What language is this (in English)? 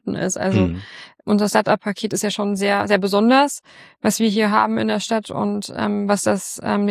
German